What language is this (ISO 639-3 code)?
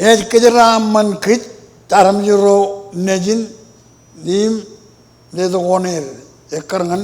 mah